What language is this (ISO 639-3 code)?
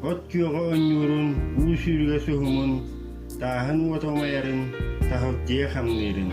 sah